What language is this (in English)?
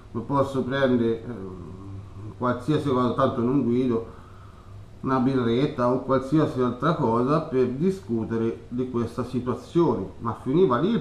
Italian